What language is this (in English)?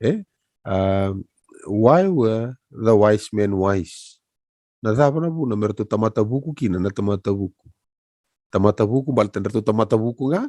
Fijian